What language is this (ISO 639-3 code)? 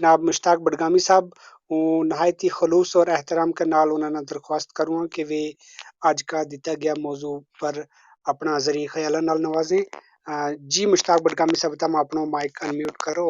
gju